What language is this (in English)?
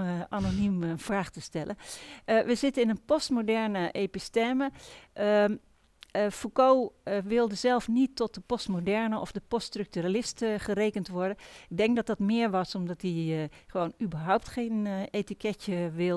Dutch